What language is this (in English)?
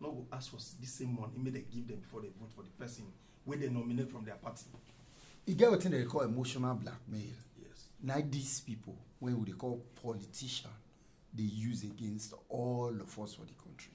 Nigerian Pidgin